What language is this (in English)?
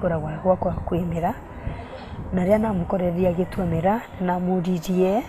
Meru